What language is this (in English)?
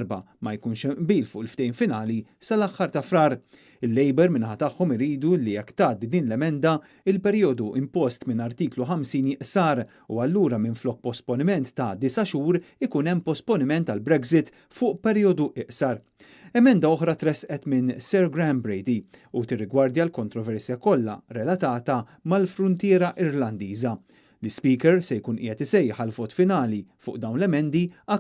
Maltese